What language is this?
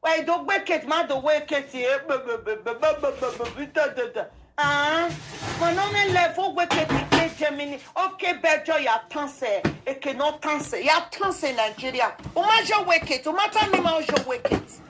Nigerian Pidgin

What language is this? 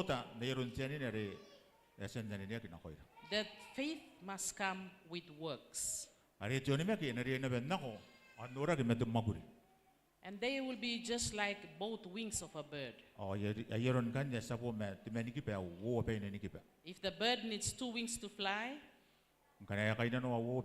Gilbertese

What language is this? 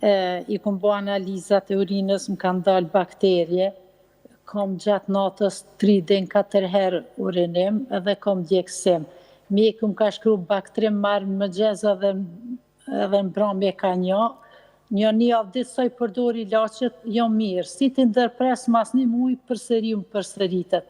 Albanian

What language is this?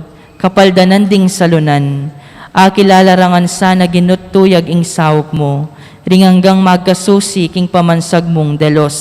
Pampanga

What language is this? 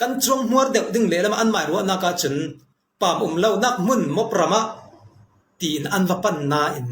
Falam Chin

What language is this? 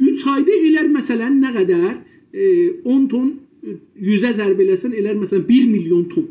South Azerbaijani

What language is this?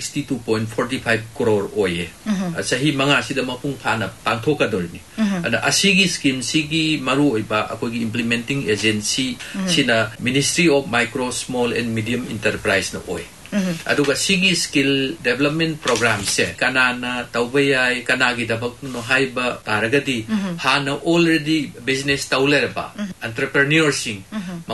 Manipuri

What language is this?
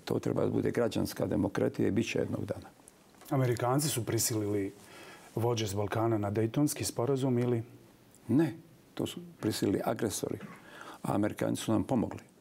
Bosnian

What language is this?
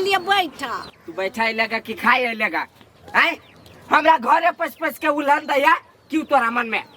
Maithili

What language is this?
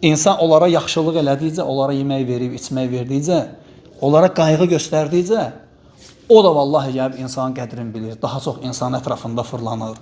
Azerbaijani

